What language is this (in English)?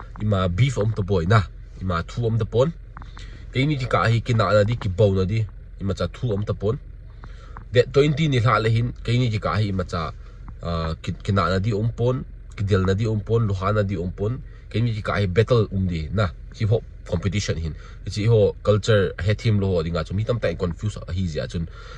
Thado Chin